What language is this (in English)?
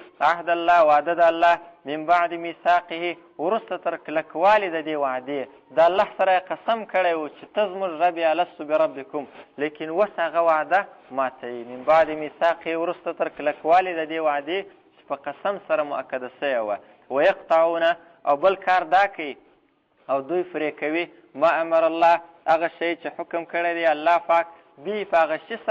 Pashto